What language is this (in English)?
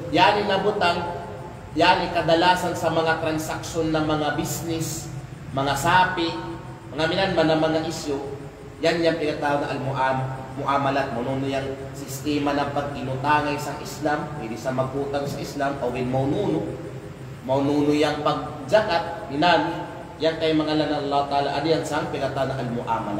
Kalagan